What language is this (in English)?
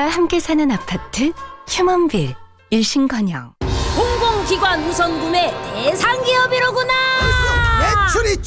Korean